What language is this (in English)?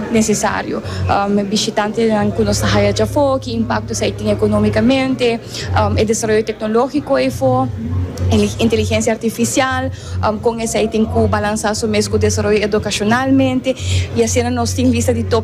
Papiamento